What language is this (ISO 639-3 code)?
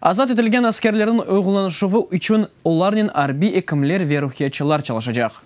crh